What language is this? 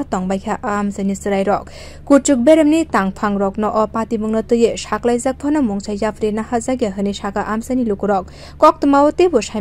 Kok Borok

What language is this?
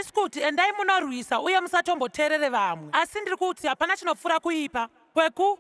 Shona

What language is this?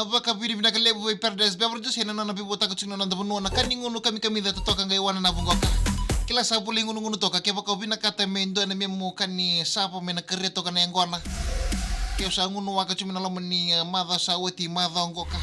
Fijian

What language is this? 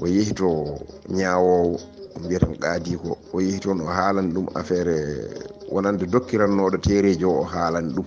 Fula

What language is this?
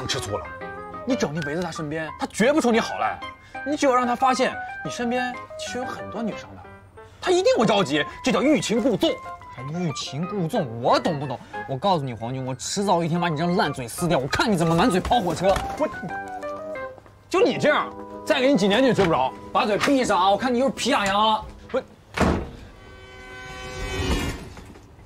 Chinese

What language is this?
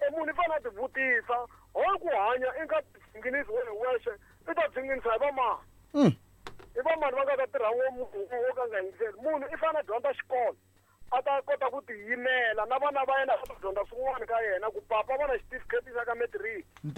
Tsonga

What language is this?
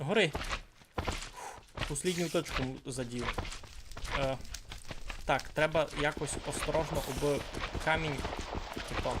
Rusyn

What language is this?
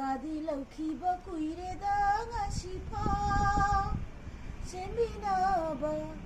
Manipuri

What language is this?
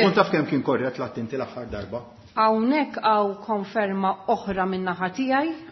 Maltese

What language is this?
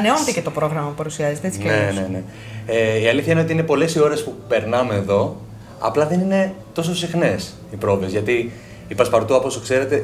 Greek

